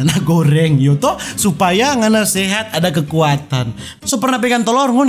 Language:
Manado Malay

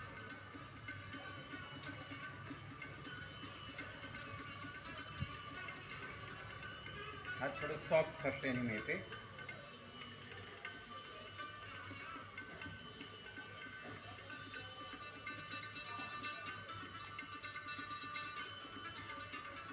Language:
Gujarati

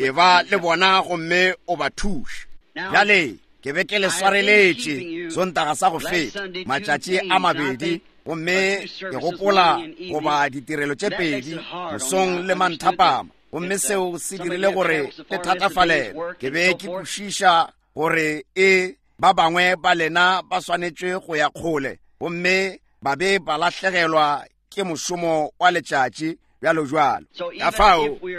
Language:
Northern Sotho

